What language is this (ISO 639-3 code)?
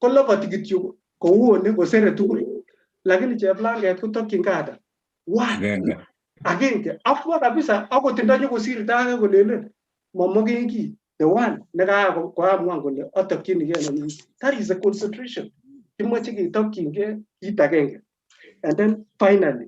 kln